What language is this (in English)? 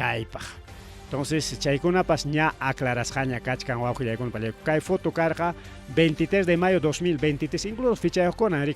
Ayacucho Quechua